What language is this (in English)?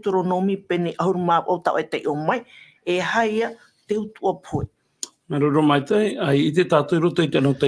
Tahitian